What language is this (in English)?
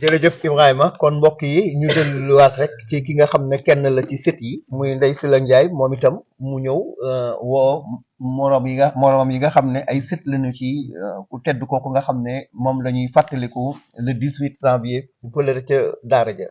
Wolof